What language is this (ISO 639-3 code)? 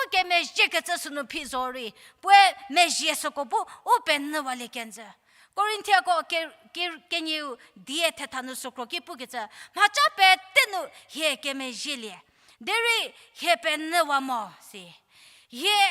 njm